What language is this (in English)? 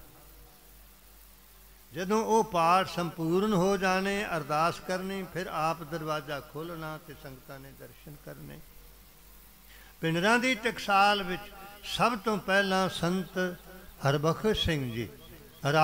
Punjabi